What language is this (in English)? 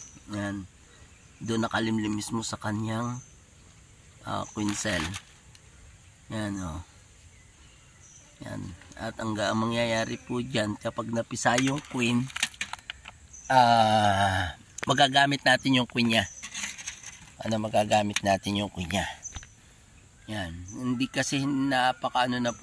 Filipino